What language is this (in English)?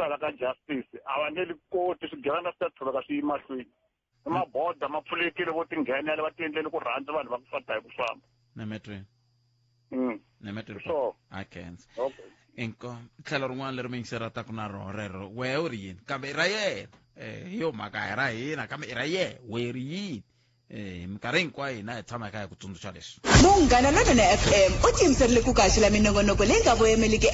Tsonga